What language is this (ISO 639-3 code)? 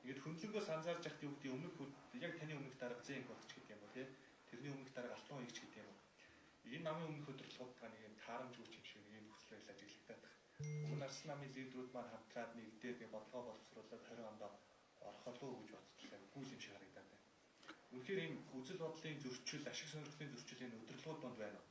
mon